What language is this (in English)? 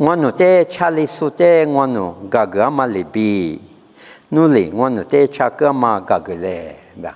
Lisu